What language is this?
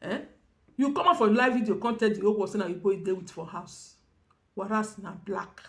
Nigerian Pidgin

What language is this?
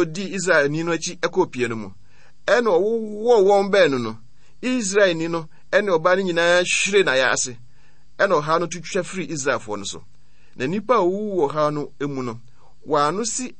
Akan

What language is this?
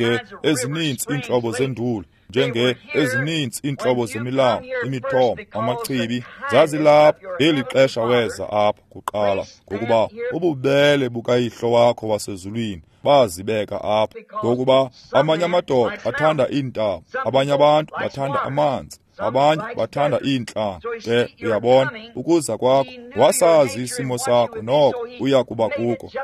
Xhosa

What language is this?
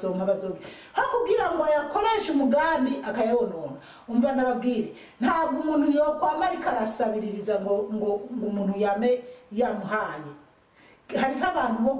Rundi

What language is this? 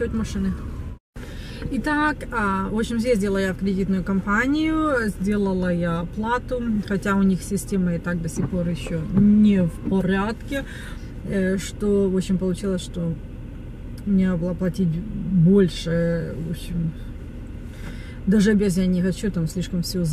Russian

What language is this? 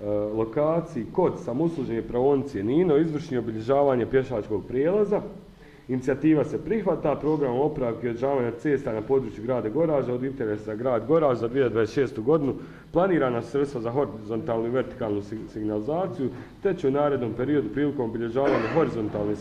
Bosnian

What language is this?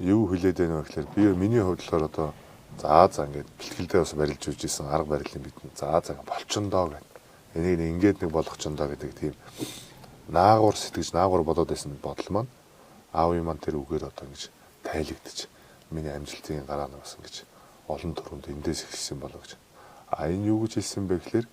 Mongolian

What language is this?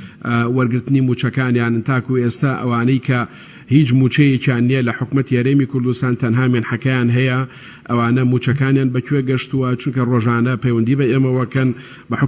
Central Kurdish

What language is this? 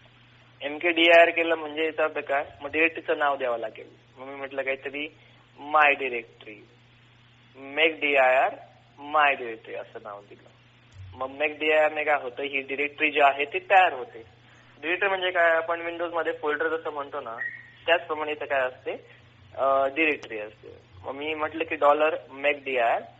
Marathi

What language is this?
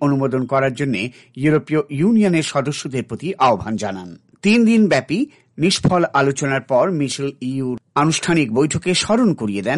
Bangla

